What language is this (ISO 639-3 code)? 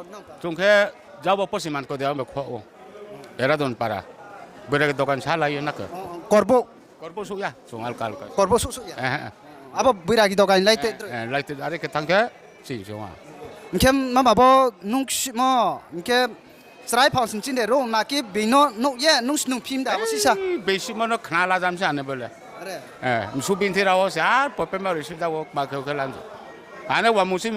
ria